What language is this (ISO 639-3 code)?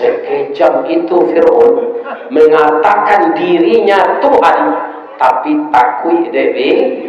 min